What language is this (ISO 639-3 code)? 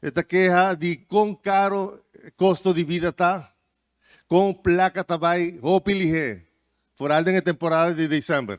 pap